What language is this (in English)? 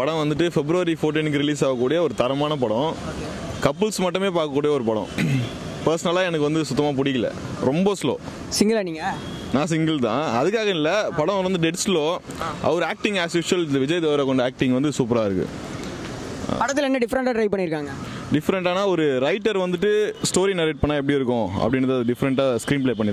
Tamil